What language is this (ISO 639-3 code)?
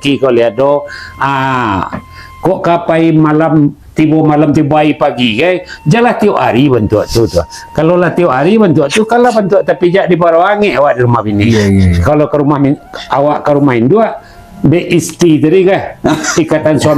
min